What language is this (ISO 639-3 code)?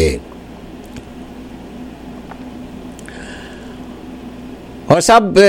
hin